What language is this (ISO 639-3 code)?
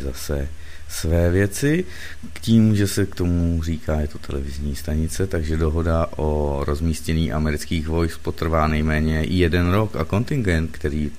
ces